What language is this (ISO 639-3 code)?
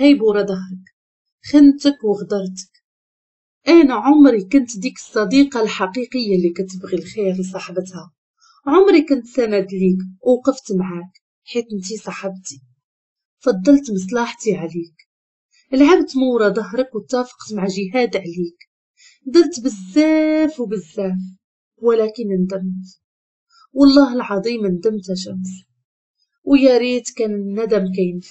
ary